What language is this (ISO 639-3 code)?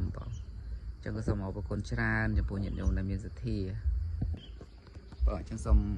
khm